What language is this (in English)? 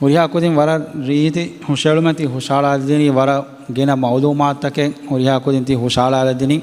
Divehi